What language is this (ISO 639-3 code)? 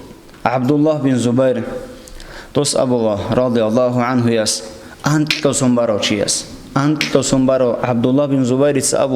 ava